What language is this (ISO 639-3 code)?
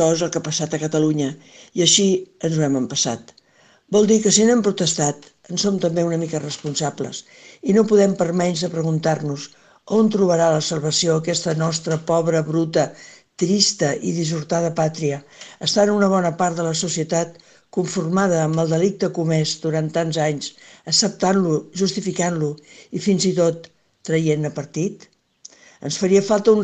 cat